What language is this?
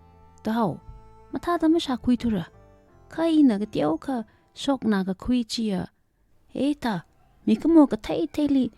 Tangkhul Naga (India)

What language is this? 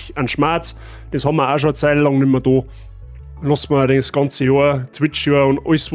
Bavarian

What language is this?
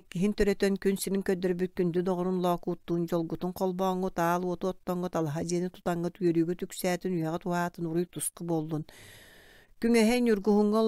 Yakut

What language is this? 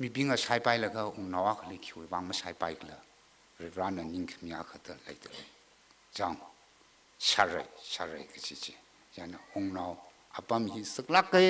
Tangkhul Naga (India)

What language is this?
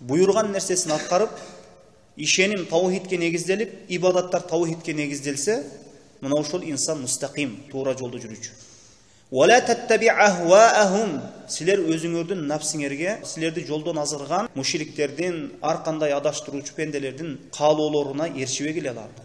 Kyrgyz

